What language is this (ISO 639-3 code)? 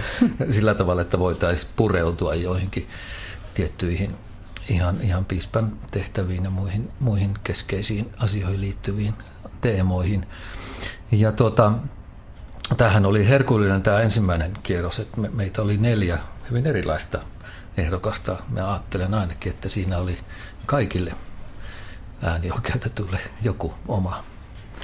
fin